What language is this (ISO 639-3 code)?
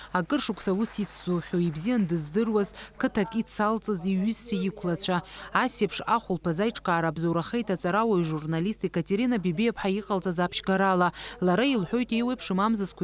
abk